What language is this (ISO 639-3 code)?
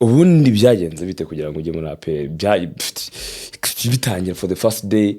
kin